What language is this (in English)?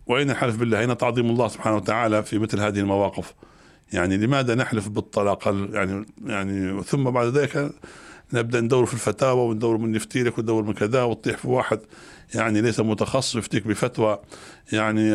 Arabic